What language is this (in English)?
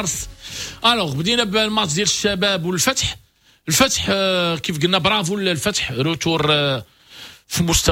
Moroccan Arabic